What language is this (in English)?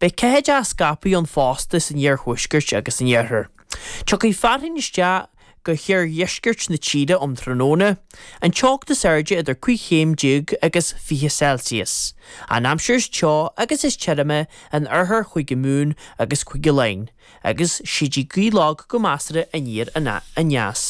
Irish